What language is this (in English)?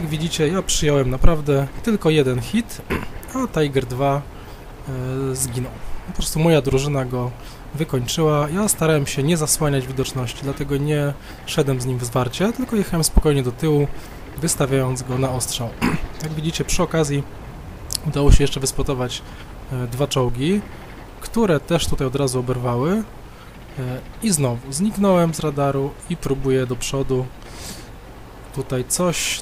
Polish